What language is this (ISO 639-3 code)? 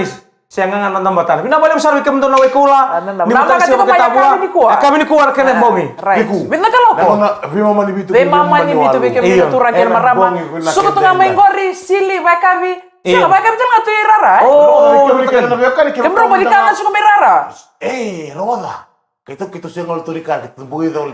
fij